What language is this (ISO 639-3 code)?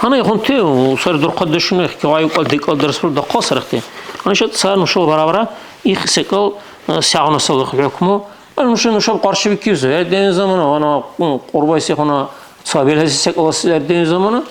dar